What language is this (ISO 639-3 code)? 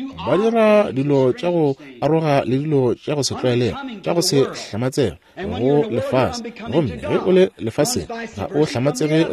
nso